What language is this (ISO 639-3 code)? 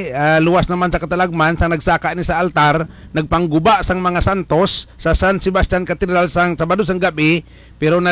hil